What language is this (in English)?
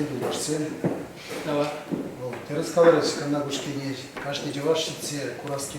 Chuvash